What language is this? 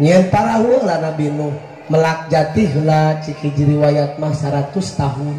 Sundanese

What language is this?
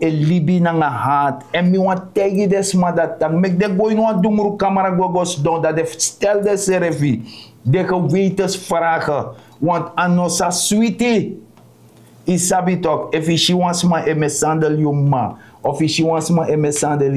Sranan Tongo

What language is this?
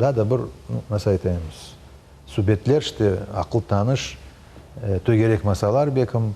Crimean Tatar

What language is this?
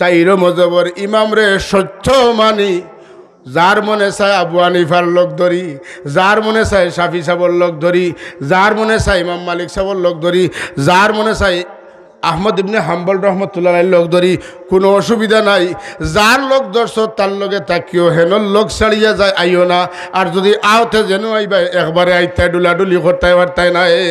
Sylheti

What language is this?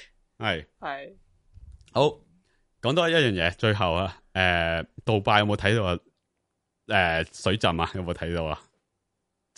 Cantonese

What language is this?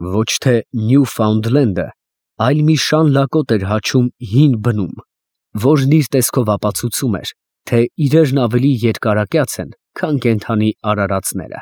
Armenian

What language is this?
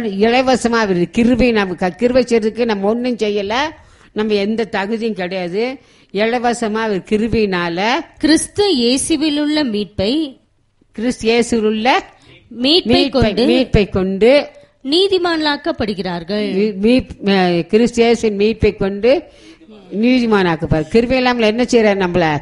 Tamil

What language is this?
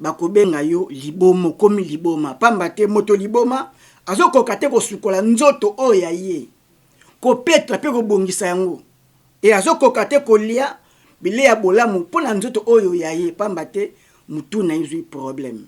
Lingala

